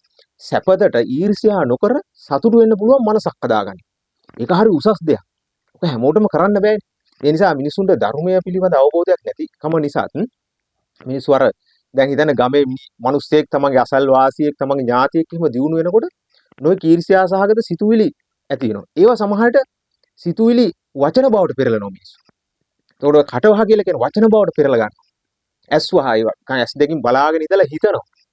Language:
Sinhala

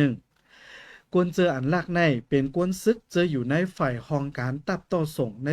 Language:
Shan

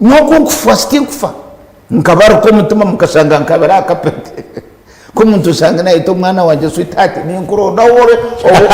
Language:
Nyankole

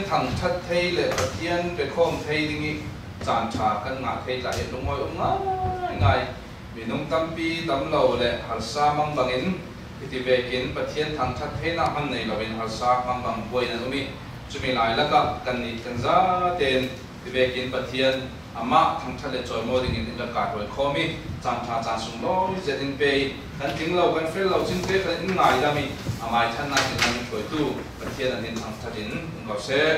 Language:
Falam Chin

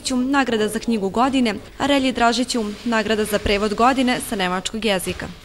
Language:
Serbian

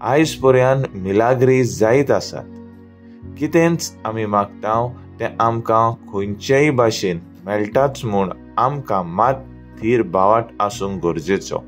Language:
Konkani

